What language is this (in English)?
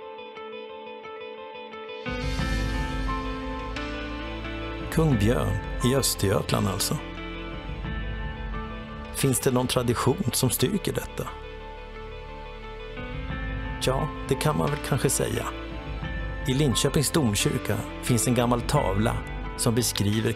Swedish